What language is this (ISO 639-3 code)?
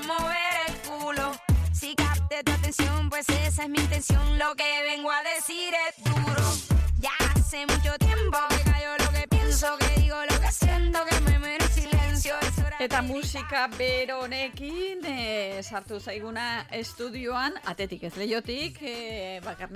eus